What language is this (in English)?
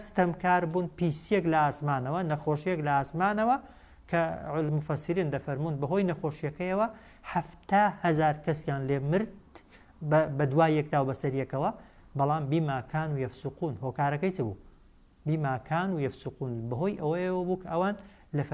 Central Kurdish